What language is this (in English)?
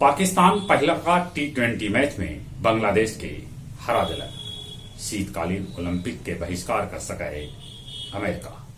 Magahi